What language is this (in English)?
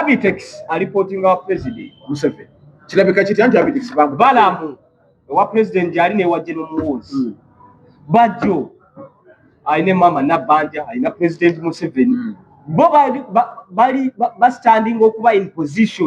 Ganda